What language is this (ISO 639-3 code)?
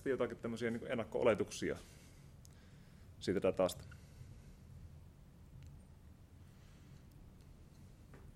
fin